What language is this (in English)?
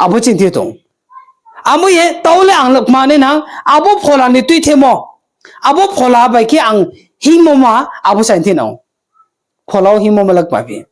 Riang (India)